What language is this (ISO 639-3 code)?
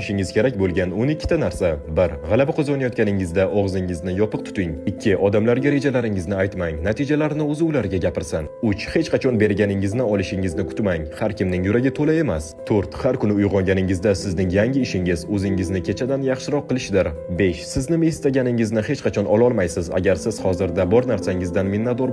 uzb